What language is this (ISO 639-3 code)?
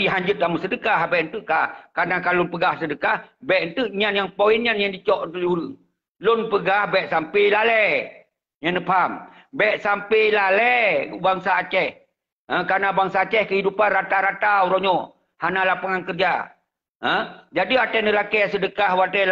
ace